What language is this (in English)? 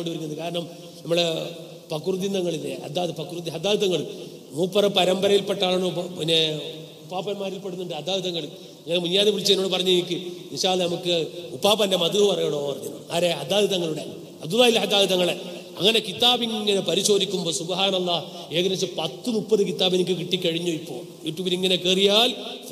Malayalam